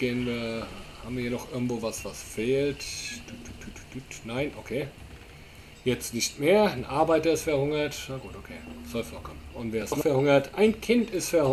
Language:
German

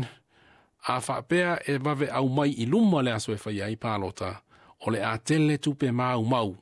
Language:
Samoan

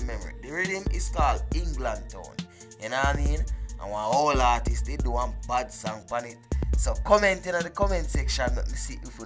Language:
Jamaican Creole English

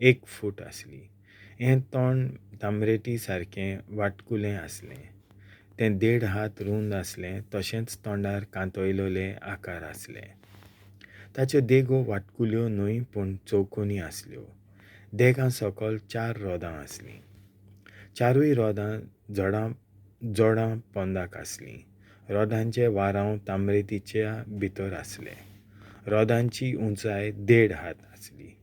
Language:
Konkani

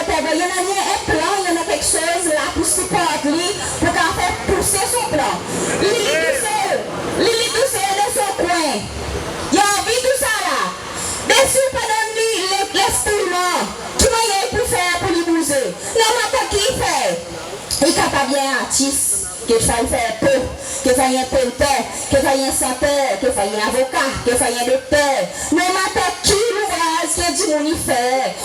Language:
Seselwa Creole French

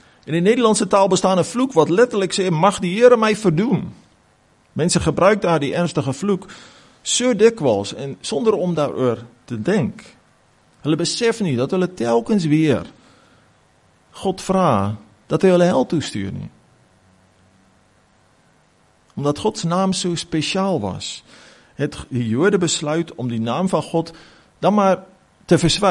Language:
Afrikaans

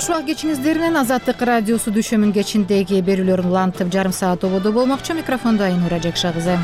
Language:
Kyrgyz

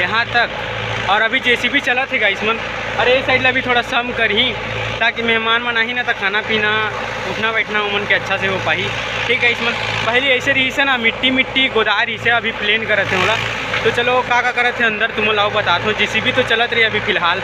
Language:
Chhattisgarhi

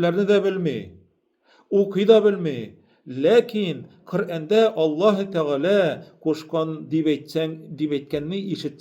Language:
Tatar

